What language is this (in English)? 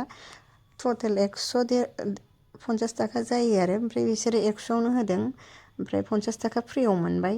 Bodo